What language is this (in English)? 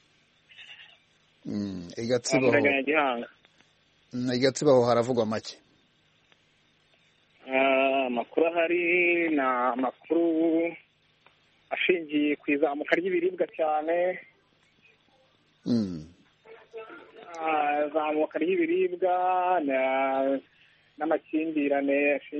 Kinyarwanda